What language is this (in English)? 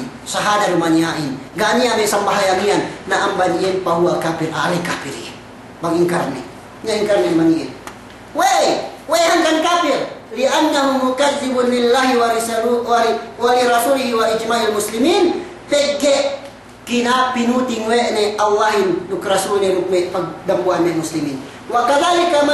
Yakan